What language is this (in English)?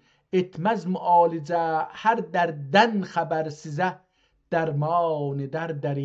South Azerbaijani